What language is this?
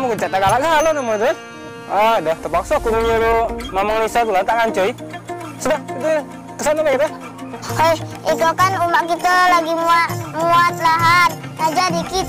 Musi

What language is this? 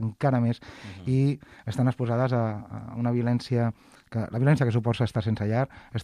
Catalan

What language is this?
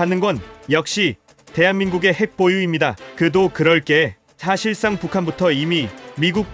Korean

